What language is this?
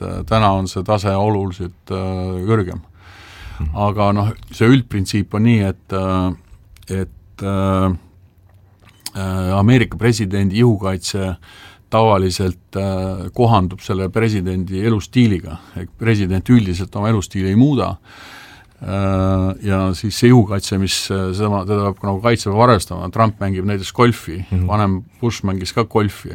Estonian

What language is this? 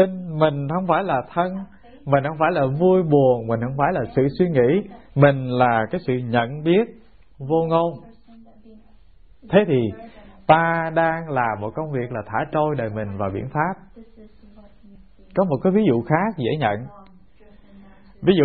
Vietnamese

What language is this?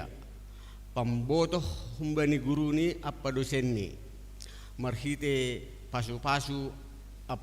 Batak Simalungun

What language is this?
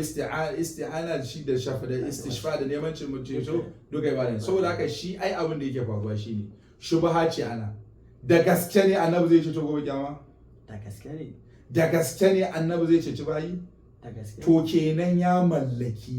Hausa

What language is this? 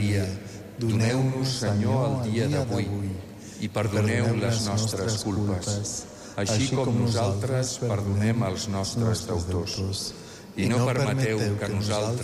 Catalan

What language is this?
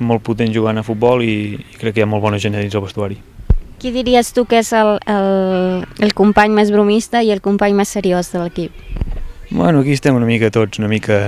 Catalan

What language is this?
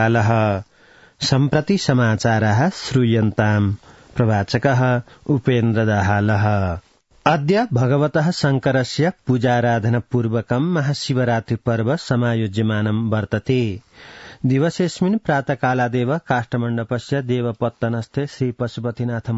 Sanskrit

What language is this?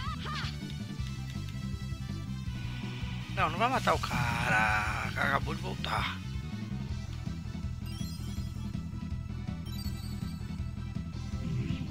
Portuguese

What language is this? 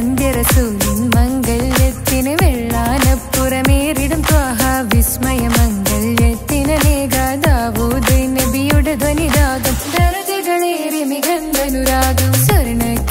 Malayalam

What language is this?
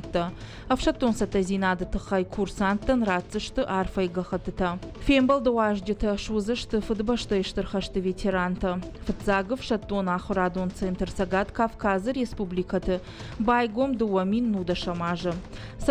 Ossetic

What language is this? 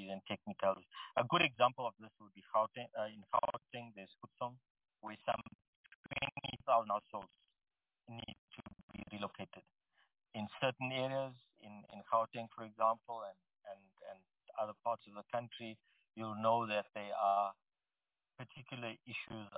English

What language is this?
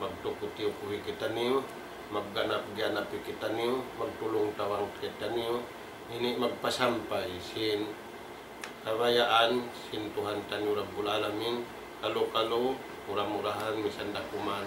Tausug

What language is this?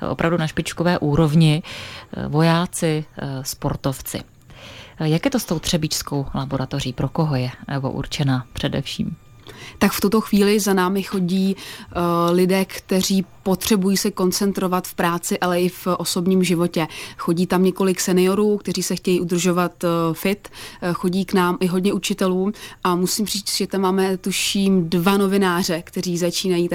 Czech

